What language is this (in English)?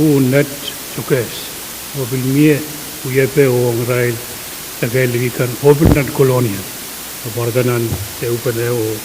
Pohnpeian